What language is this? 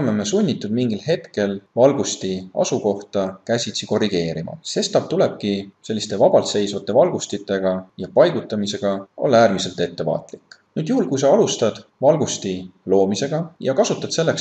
Estonian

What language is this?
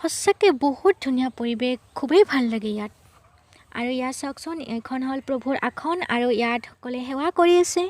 Assamese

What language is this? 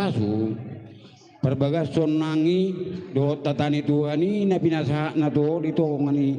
Batak Toba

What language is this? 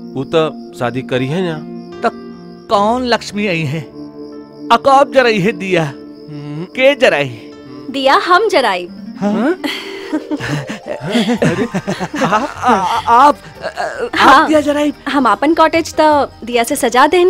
Bhojpuri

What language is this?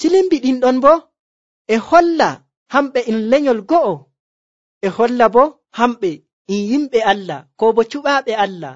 Nigerian Fulfulde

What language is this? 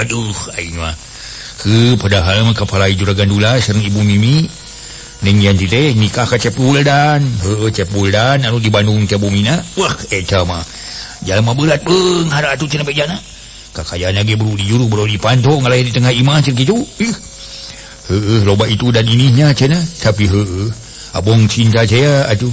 Sundanese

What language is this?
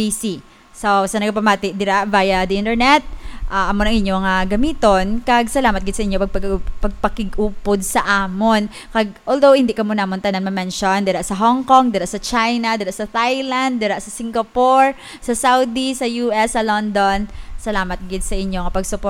Hiligaynon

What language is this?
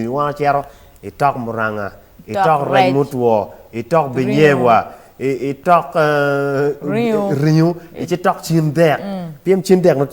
Acoli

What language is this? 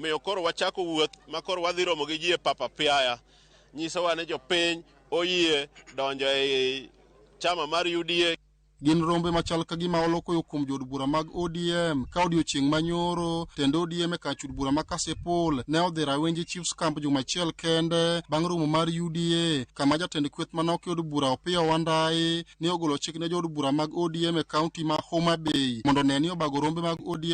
Luo (Kenya and Tanzania)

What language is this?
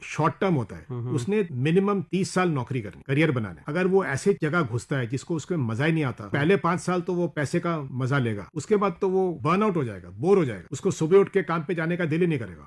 Hindi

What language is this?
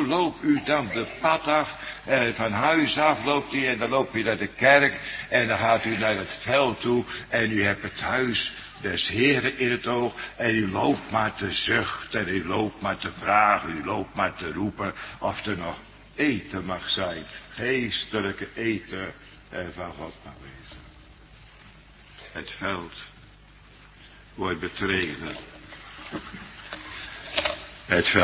Dutch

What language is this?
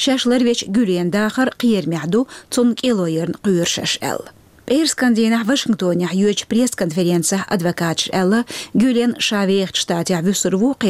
Chechen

